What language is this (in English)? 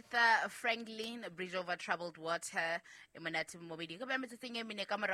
Southern Sotho